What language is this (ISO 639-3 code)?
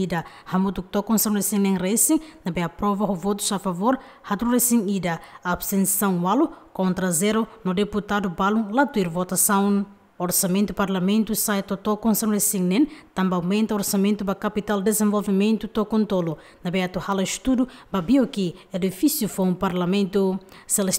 tet